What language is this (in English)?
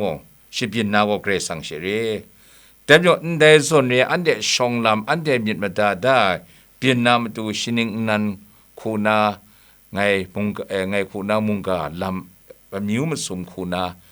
Kachin